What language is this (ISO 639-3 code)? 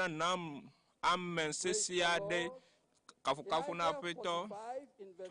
ewe